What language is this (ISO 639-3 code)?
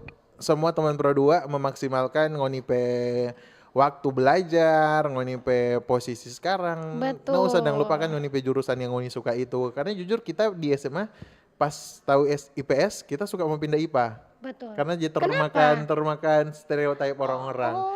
xmm